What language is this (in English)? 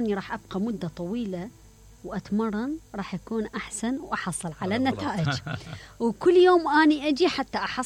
Mesopotamian Arabic